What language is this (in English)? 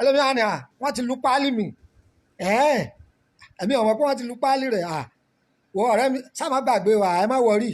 Yoruba